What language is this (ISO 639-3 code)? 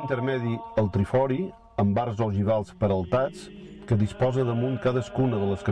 cat